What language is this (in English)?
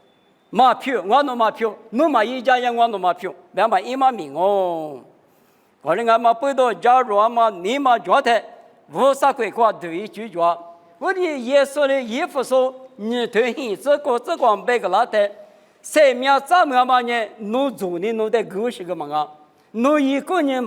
Lisu